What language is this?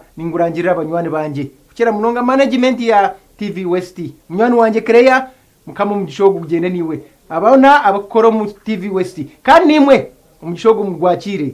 Nyankole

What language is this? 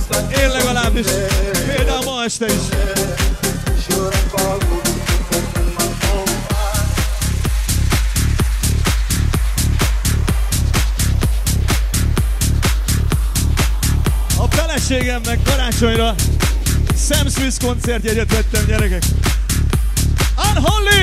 Hungarian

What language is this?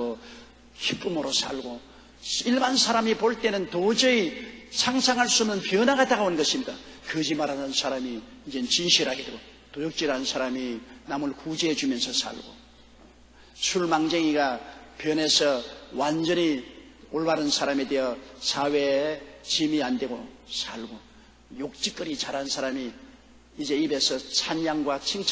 Korean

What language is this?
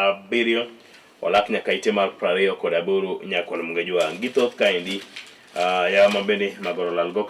Luo (Kenya and Tanzania)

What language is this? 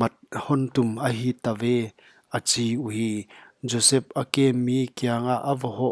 Paite Chin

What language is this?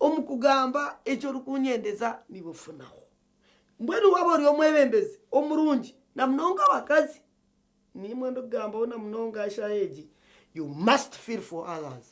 Nyankole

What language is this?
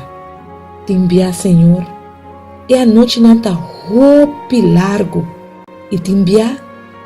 Papiamento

